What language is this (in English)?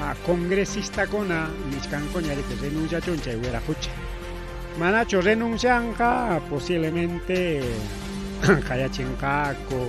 Ayacucho Quechua